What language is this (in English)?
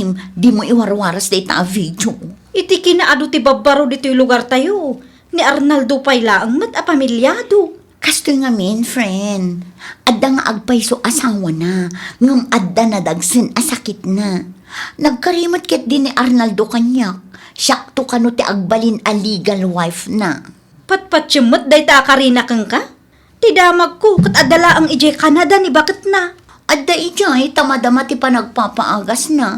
Iloko